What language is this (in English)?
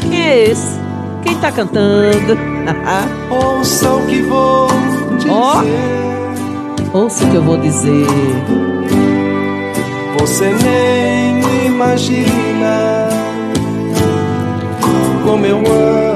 Portuguese